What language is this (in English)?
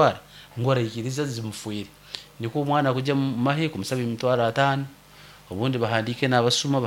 Nyoro